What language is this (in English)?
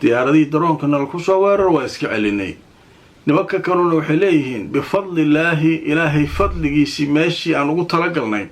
Somali